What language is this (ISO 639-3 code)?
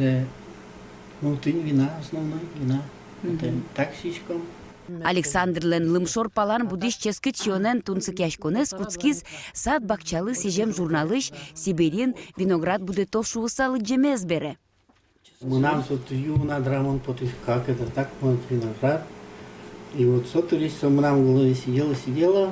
udm